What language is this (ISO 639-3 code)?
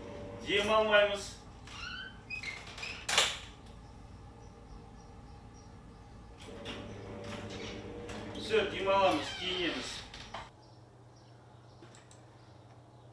kaz